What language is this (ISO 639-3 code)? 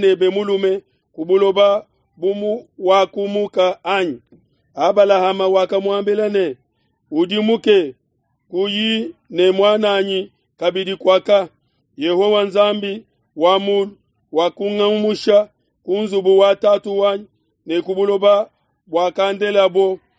lua